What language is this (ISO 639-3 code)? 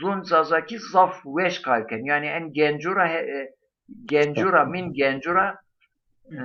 zza